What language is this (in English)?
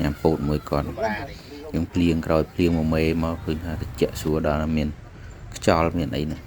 Khmer